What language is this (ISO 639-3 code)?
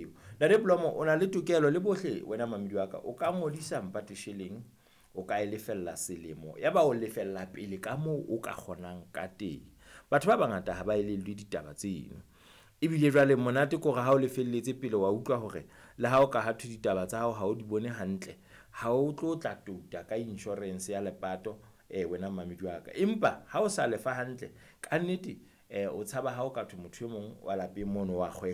sot